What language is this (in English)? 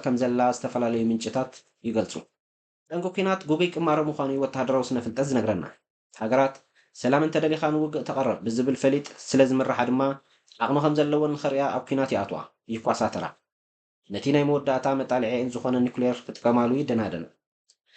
Tigrinya